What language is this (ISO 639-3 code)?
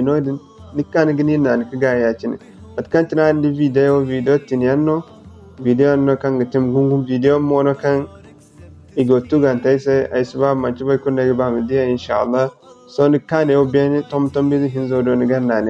dje